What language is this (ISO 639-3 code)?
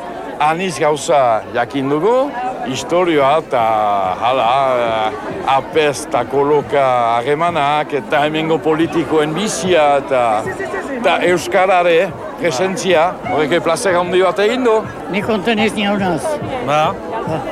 eus